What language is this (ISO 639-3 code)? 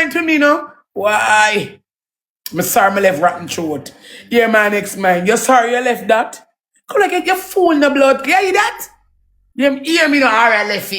jam